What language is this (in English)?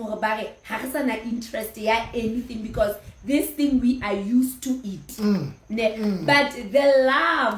Southern Sotho